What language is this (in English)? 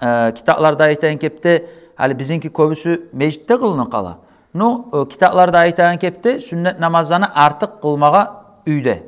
Kumyk